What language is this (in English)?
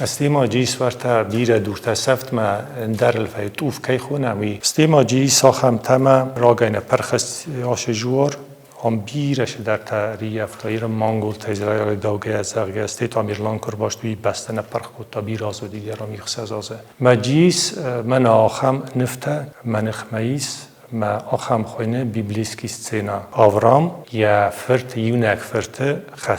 Ossetic